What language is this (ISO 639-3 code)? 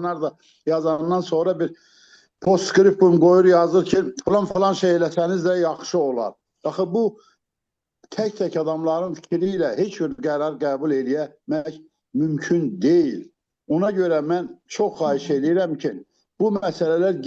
aze